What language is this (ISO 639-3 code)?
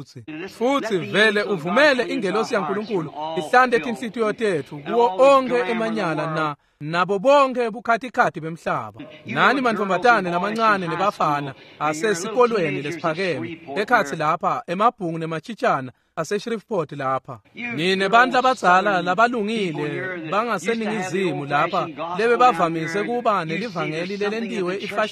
ssw